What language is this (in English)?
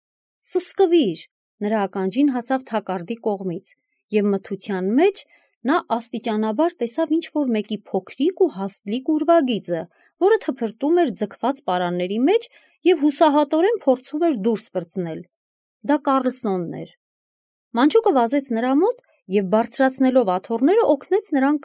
Armenian